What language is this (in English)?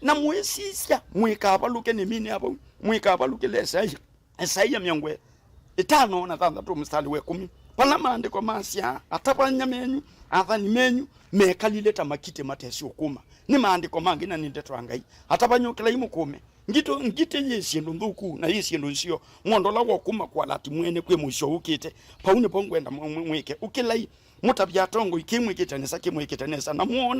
Kamba